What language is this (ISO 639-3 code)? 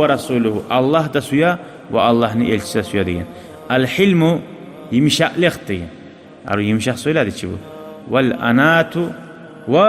kum